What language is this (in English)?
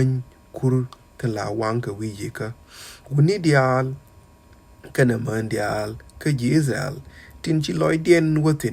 Nuer